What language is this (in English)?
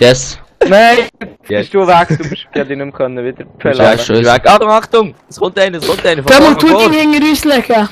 Swiss German